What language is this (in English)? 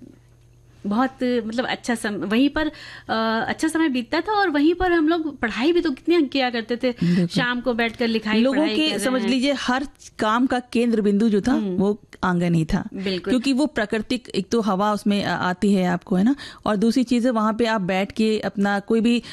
Hindi